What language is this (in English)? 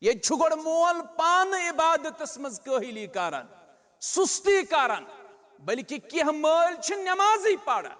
Kashmiri